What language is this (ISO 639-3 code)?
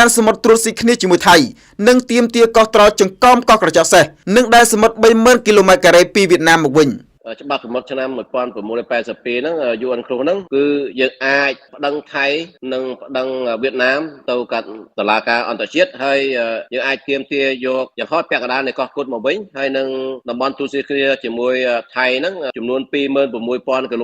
khm